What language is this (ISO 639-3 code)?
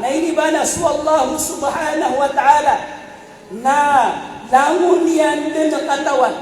mrw